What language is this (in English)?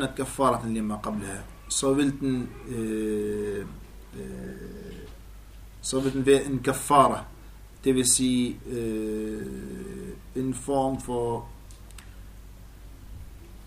Danish